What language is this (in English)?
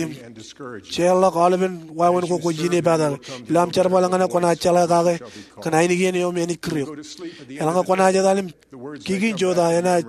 Marshallese